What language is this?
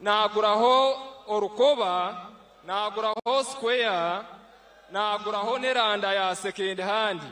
Nyankole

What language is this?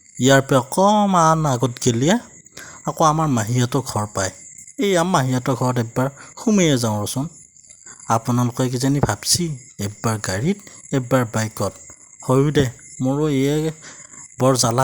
Assamese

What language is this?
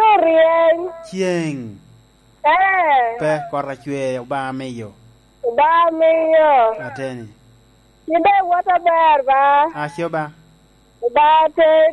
Lango (Uganda)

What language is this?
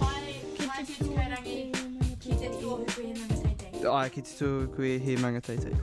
Māori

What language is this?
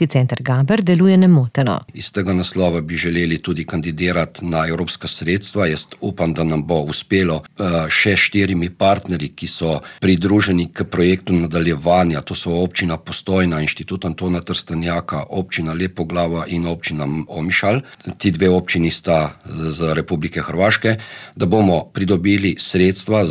Slovenian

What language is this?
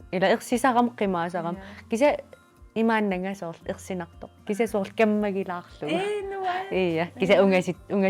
Kalaallisut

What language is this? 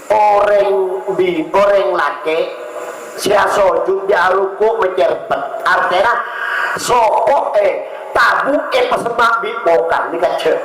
Madurese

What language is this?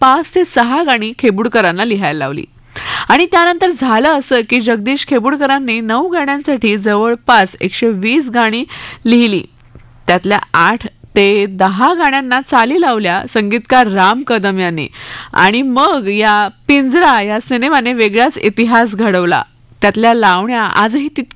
Marathi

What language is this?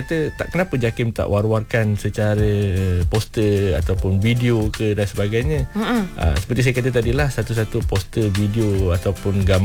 Malay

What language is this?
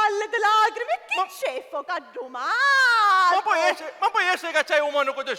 Sicilian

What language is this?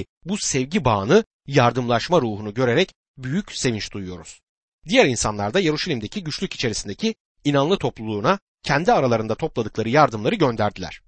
Turkish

